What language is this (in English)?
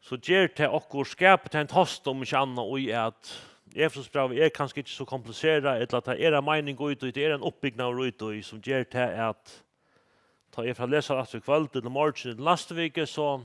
Faroese